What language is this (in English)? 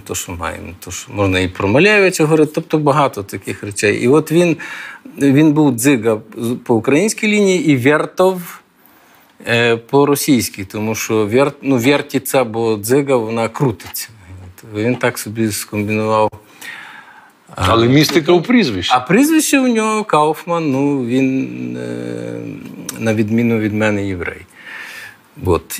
Ukrainian